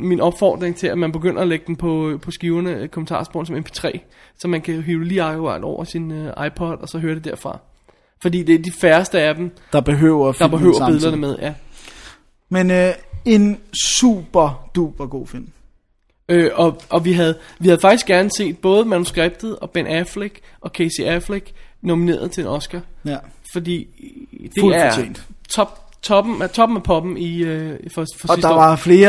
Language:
Danish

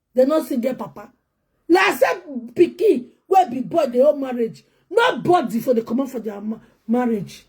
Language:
Nigerian Pidgin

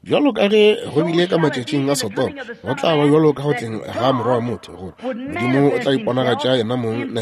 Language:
Northern Sotho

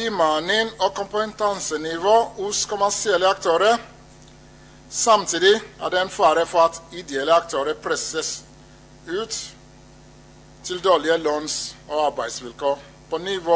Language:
Norwegian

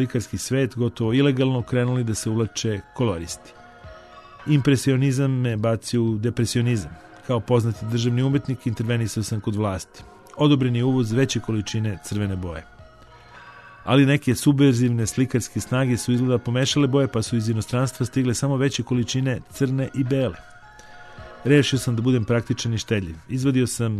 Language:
Serbian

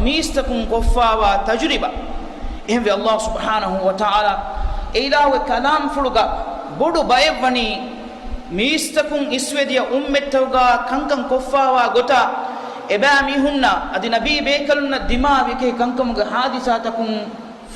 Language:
Divehi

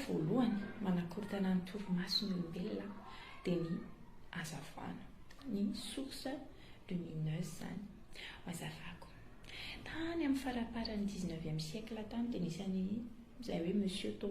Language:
Malagasy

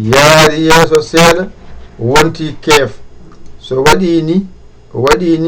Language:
Fula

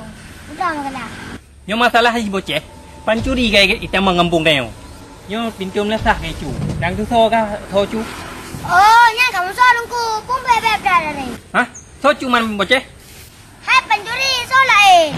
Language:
Achinese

